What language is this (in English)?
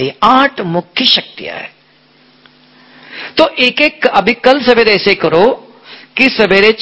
Hindi